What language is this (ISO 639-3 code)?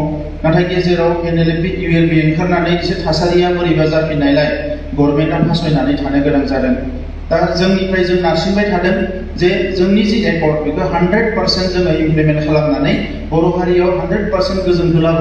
brx